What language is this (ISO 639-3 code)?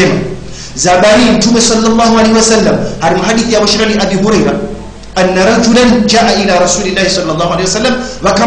swa